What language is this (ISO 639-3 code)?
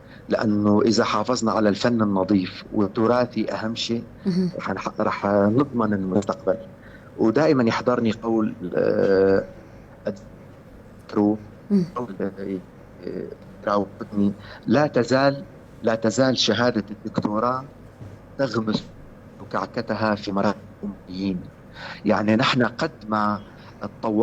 apc